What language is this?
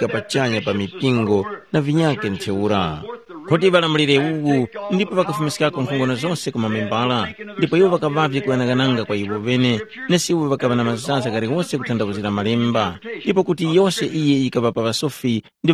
Tumbuka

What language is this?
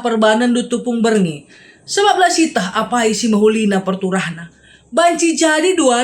Batak Karo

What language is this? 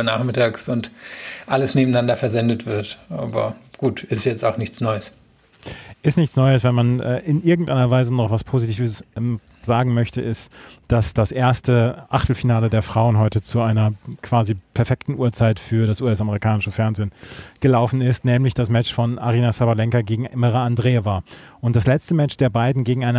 German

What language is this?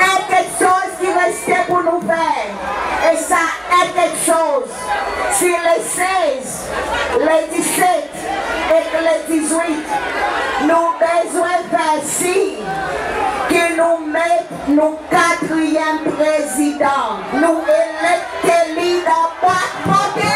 Seselwa Creole French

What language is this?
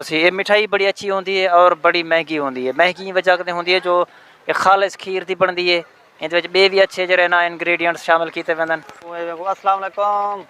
Saraiki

